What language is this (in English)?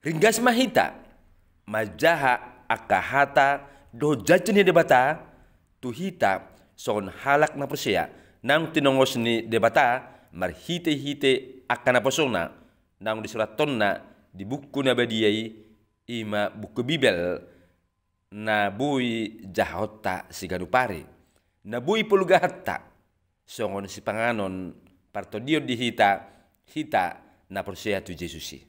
Batak Toba